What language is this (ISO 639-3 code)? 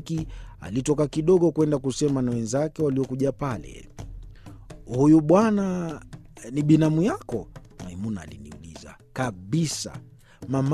swa